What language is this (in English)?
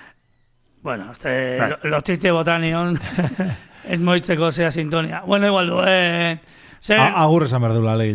Basque